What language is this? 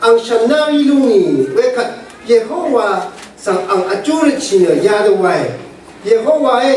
Rawang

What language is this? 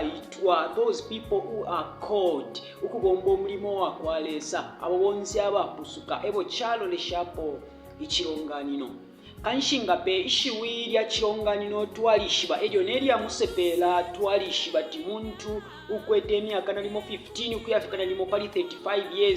Bemba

